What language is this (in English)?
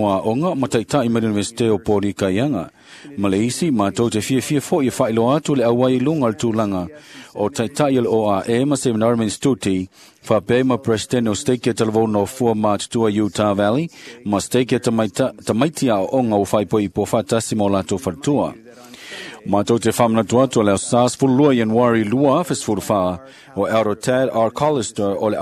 Samoan